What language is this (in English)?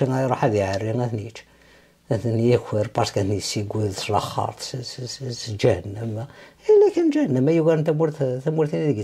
Kabyle